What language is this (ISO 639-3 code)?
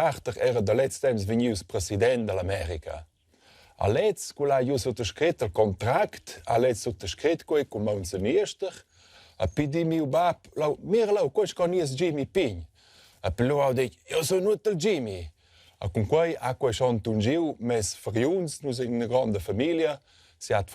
roh